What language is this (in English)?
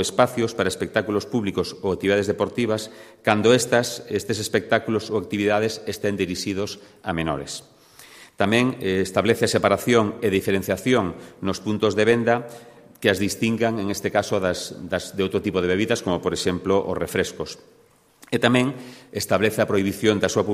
Galician